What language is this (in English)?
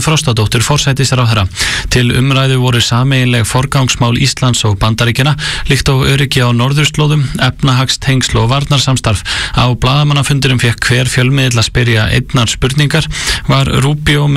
Icelandic